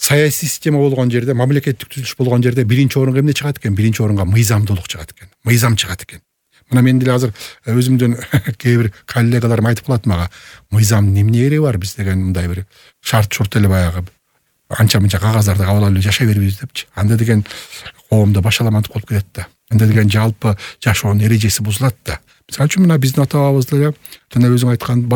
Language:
Kyrgyz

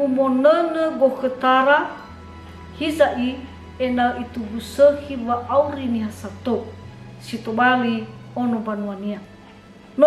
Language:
Nias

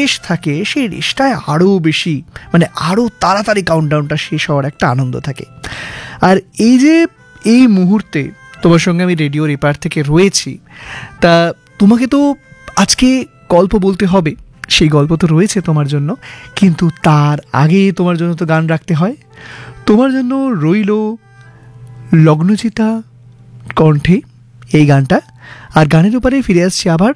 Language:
Bangla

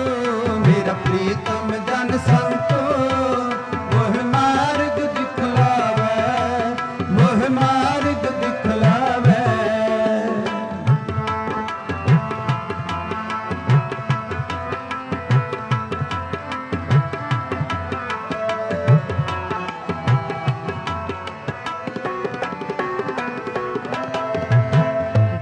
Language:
Punjabi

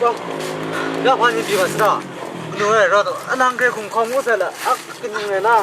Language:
Kachin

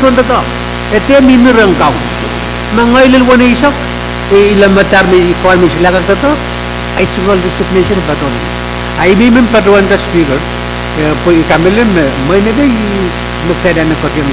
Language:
Pohnpeian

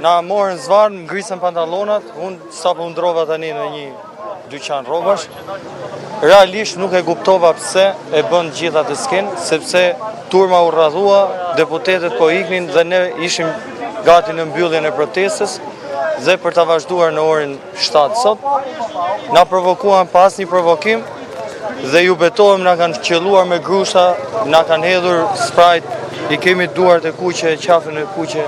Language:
Albanian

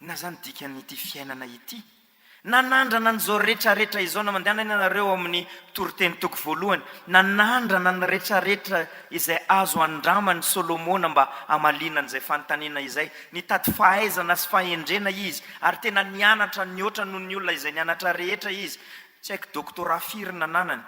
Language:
Malagasy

